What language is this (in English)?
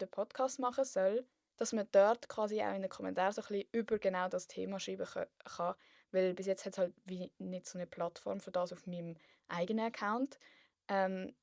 Swiss German